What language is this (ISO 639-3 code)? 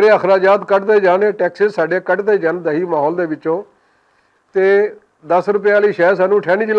lah